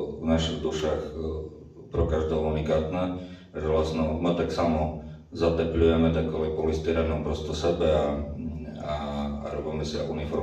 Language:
Rusyn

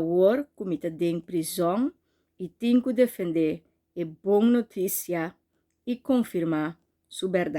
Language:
Papiamento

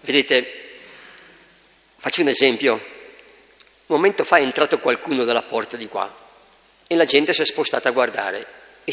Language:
Italian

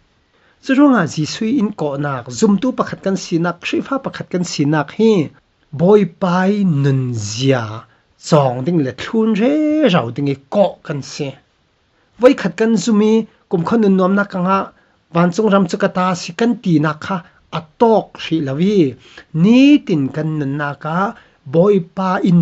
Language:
Falam Chin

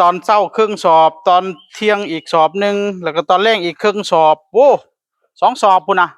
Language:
Northeastern Thai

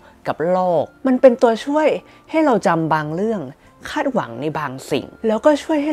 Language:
Thai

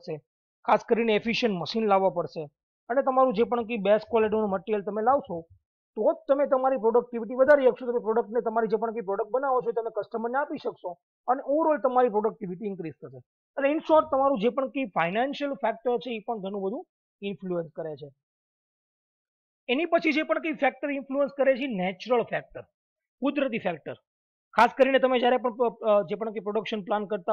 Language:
Gujarati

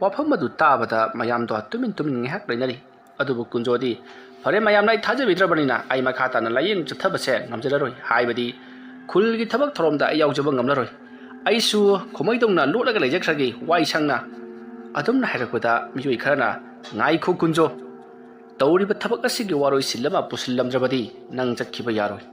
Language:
Manipuri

